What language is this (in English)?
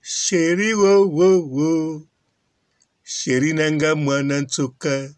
Lingala